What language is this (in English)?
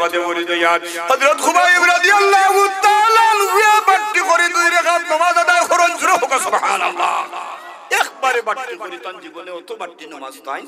Sylheti